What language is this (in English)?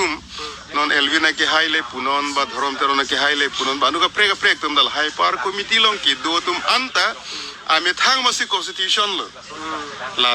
Karbi